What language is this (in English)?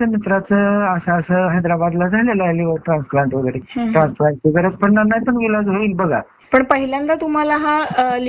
Marathi